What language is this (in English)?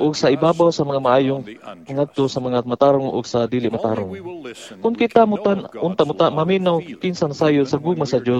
Cebuano